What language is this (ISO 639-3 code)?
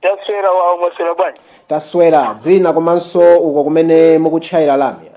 nya